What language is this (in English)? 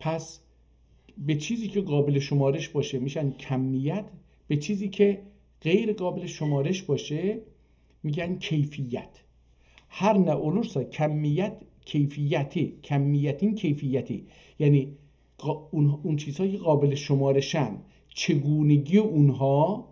South Azerbaijani